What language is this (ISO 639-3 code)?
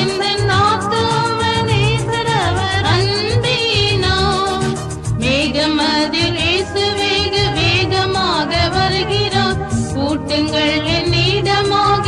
tam